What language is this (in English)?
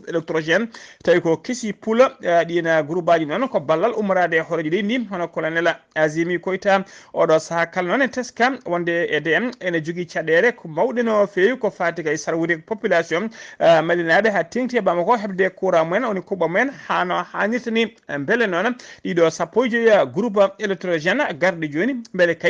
Fula